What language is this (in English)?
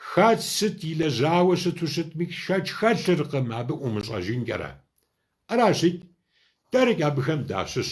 Kabardian